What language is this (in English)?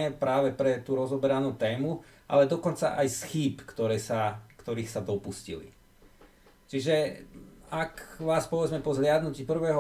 Slovak